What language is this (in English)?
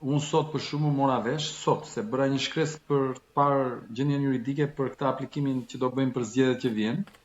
Albanian